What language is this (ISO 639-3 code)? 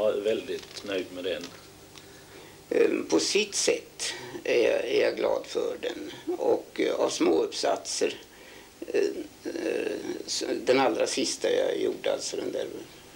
swe